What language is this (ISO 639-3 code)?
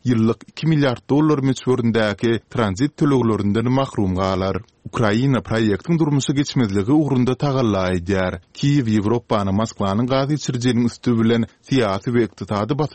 tuk